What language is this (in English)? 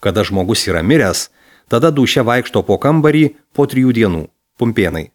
Lithuanian